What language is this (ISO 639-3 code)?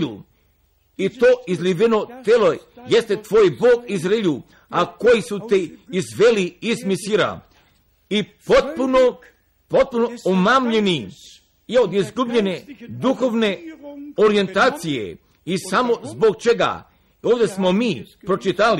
hrv